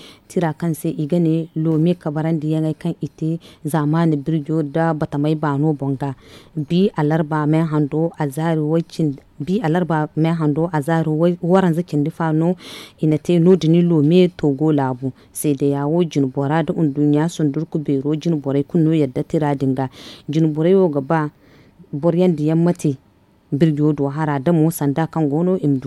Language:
Zarma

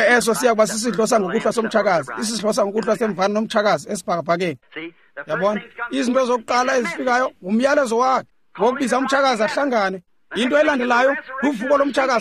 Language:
Xhosa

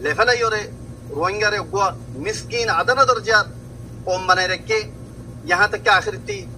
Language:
Rohingya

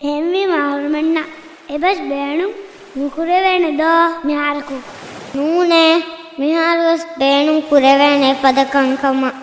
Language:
Divehi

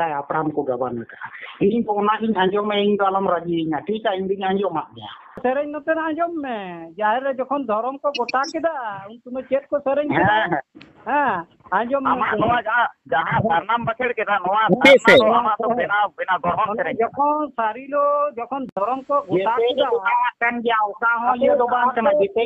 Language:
Santali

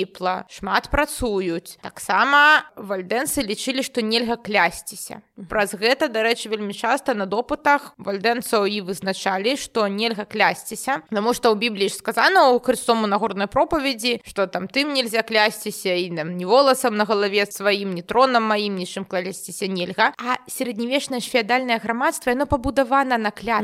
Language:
Belarusian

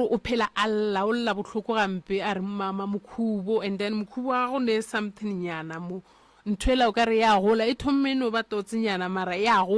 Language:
Northern Sotho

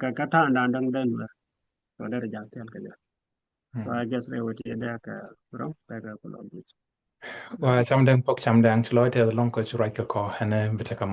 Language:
Nuer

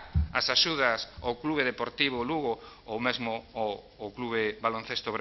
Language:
Galician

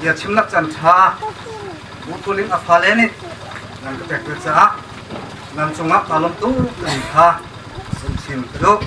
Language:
Hakha Chin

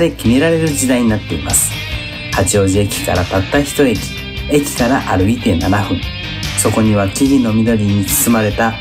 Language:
Japanese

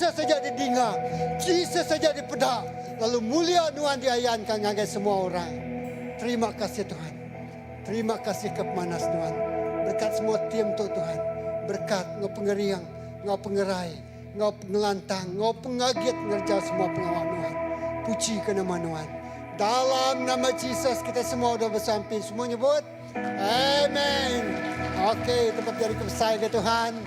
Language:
Iban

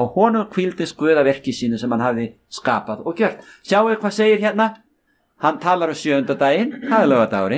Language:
Icelandic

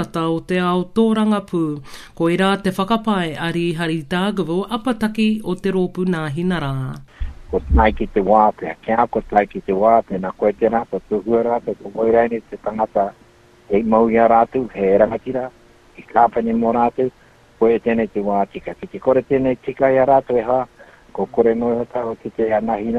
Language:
Māori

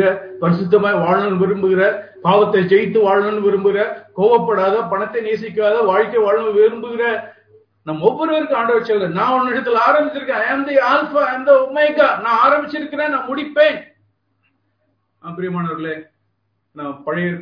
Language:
Tamil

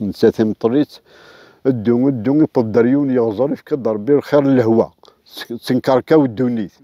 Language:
Kabyle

